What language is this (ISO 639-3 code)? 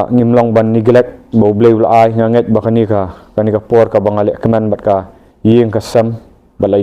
kha